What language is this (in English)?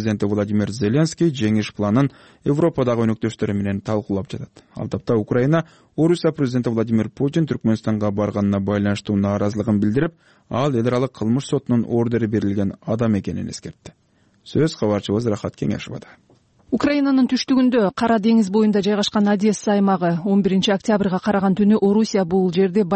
Kyrgyz